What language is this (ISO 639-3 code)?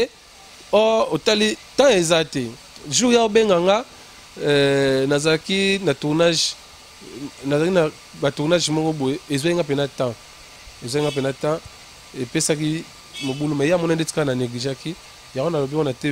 lin